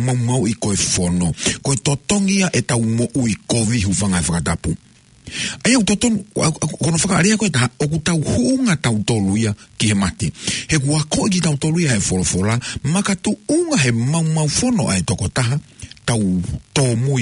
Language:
Tongan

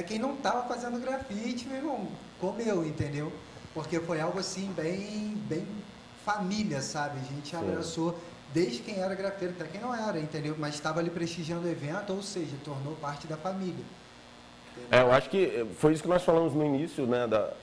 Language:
Portuguese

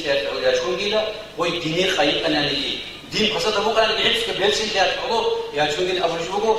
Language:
Avaric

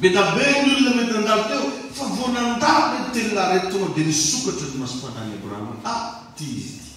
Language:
Malagasy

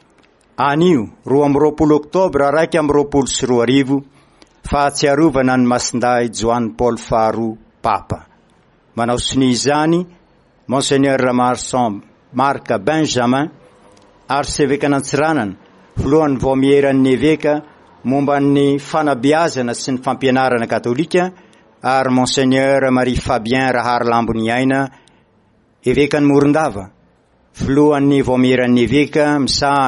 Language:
Malagasy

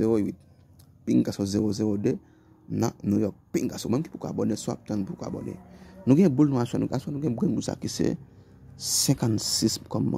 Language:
Haitian Creole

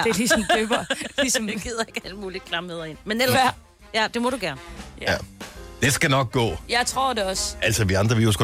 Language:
Danish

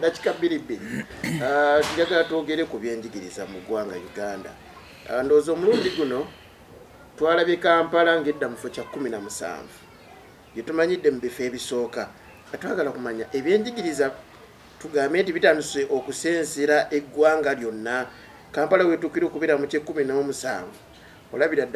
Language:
Ganda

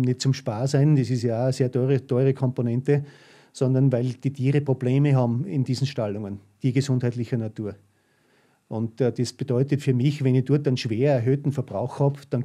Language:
German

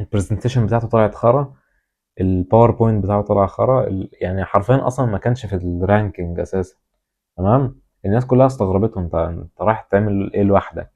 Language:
Egyptian Arabic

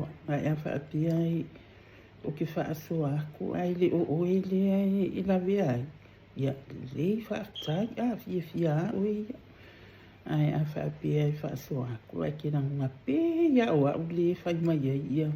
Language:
Samoan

